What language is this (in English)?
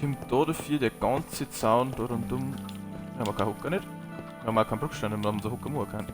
Bavarian